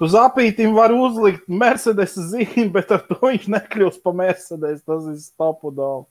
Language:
Latvian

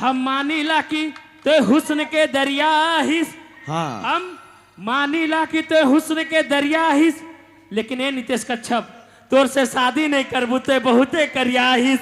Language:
Sadri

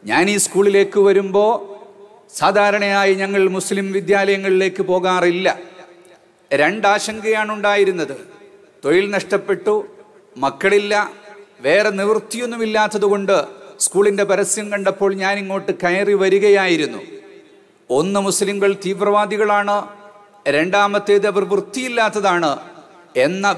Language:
Malayalam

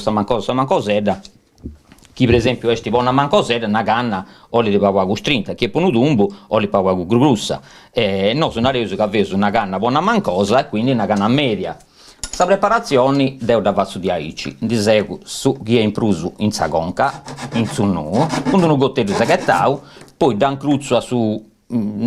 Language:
Sardinian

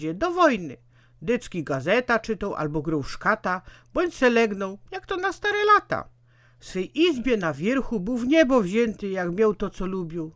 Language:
Silesian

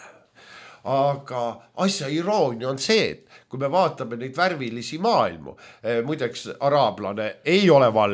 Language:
Estonian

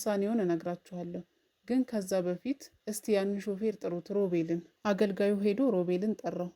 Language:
Amharic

